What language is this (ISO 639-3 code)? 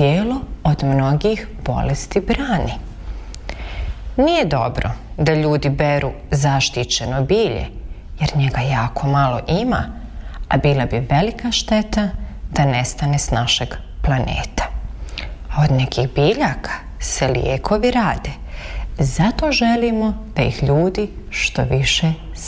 bos